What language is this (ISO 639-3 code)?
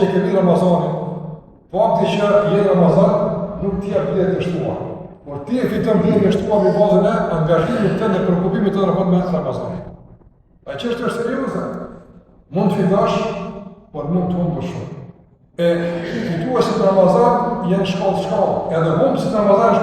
sqi